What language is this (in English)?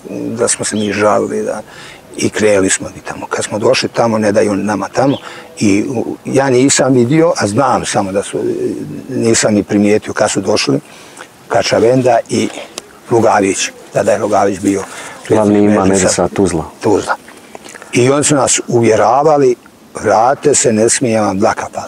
Bosnian